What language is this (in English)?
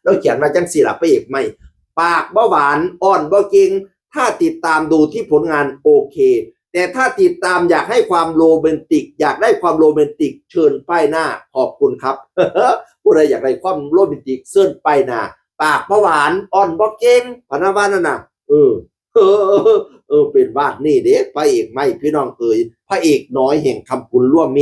Northeastern Thai